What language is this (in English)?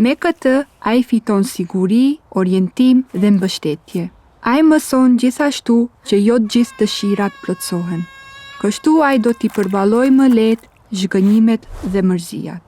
Albanian